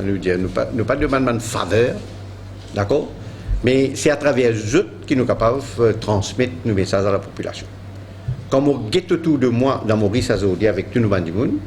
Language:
Morisyen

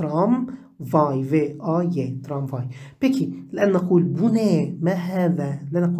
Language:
Arabic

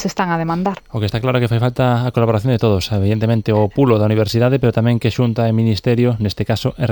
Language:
Galician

